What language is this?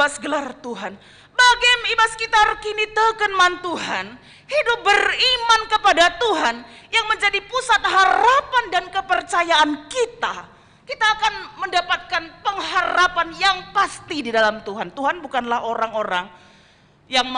Batak Karo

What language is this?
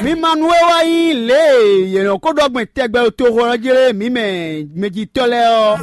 Fon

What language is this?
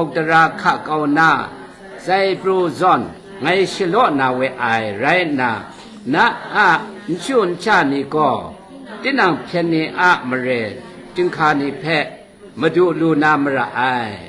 Kachin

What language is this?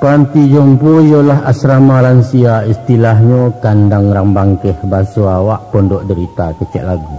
Minangkabau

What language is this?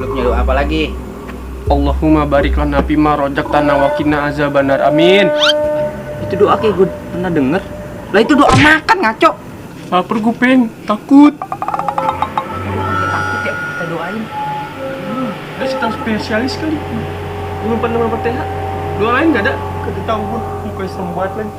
Betawi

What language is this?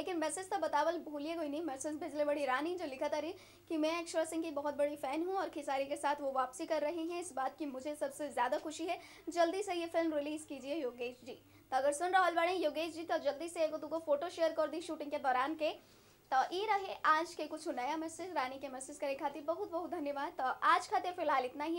Bhojpuri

